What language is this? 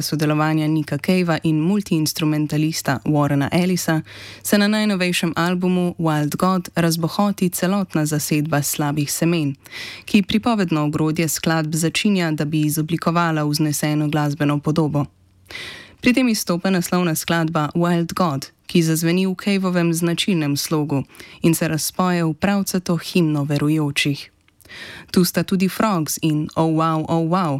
Slovenian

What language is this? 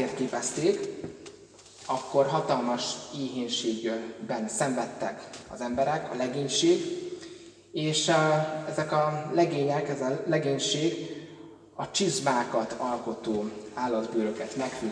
Hungarian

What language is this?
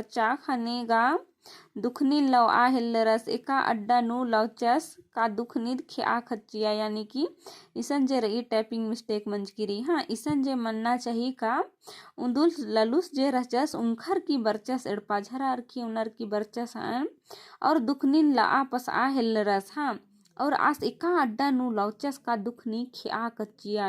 Kurukh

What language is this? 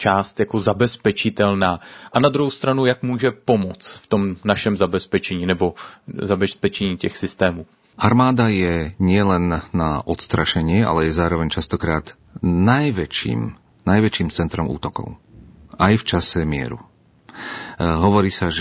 Slovak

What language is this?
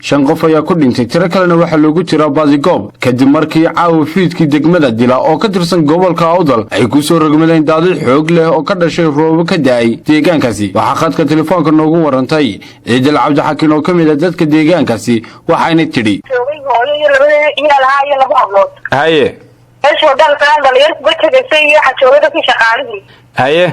Somali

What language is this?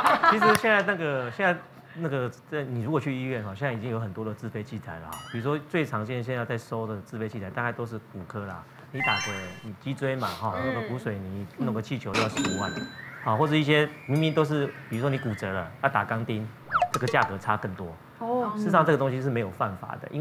Chinese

